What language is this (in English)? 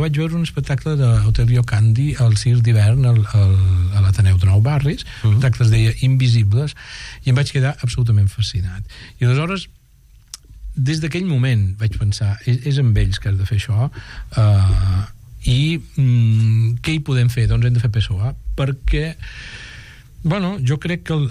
Catalan